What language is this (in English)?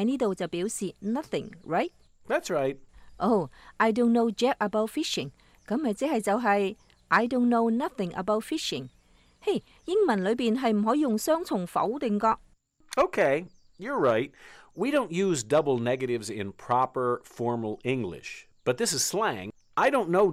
Cantonese